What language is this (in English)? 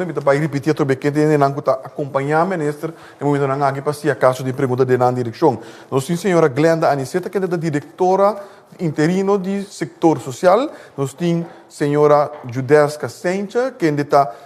Papiamento